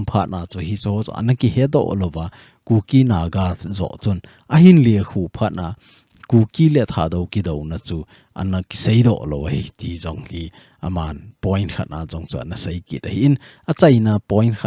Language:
Thado Chin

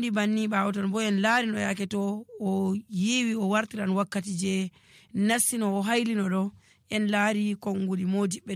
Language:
Nigerian Fulfulde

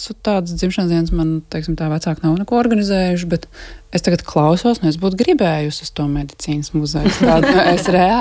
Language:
Latvian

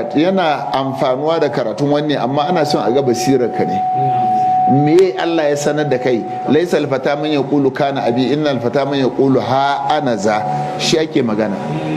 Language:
Hausa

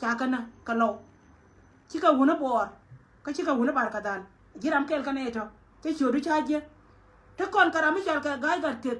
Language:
Nuer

